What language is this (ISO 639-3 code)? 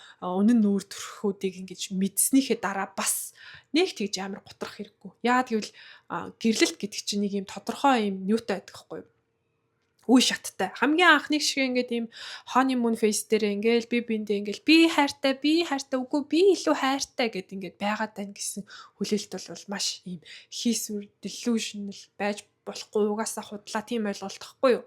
mon